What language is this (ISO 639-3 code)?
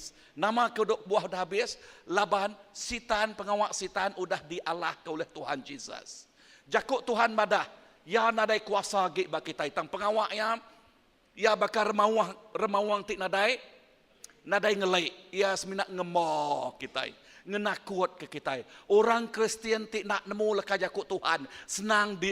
iba